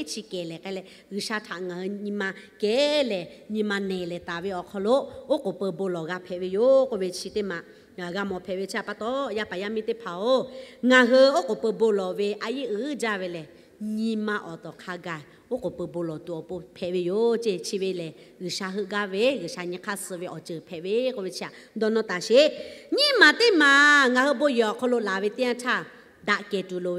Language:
Lahu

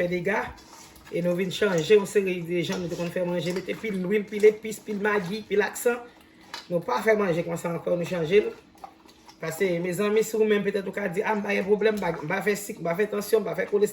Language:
Haitian Creole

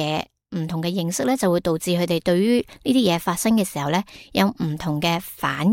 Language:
Cantonese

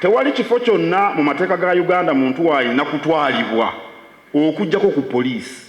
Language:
Ganda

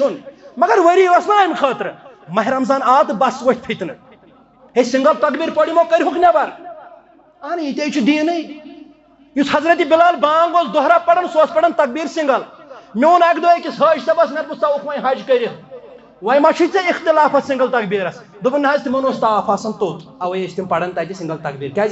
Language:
Kashmiri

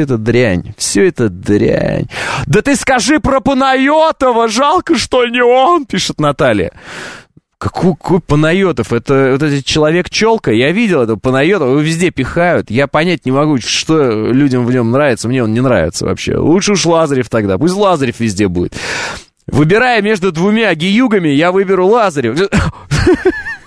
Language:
Russian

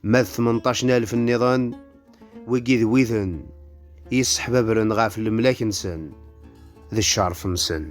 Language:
Kabyle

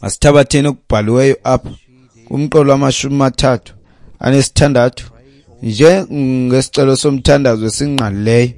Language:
Xhosa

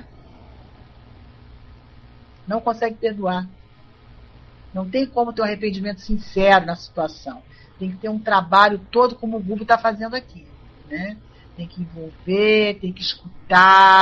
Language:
Portuguese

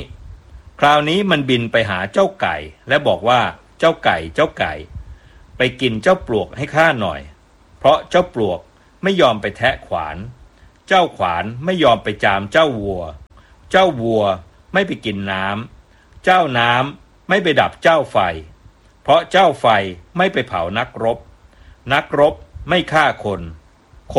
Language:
Thai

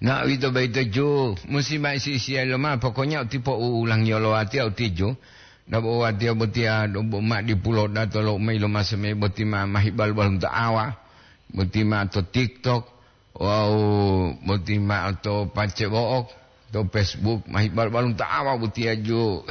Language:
Gorontalo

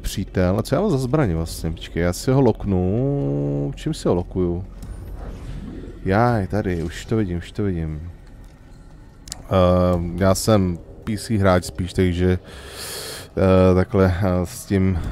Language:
Czech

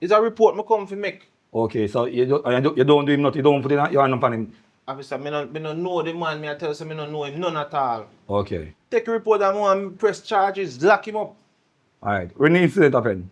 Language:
Jamaican Creole English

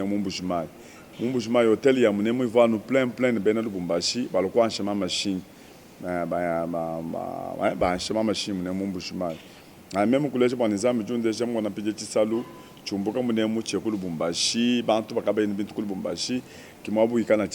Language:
Luba-Lulua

